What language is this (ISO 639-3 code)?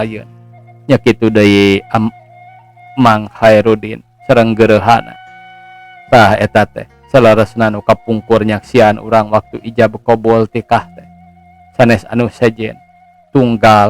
sun